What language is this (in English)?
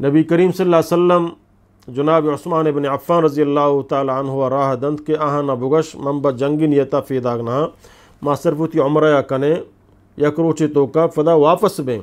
Eastern Balochi